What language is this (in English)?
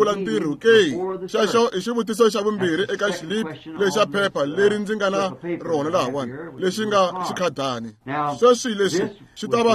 Tsonga